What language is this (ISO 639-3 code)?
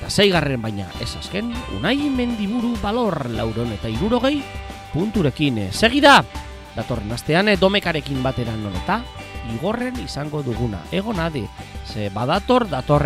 eus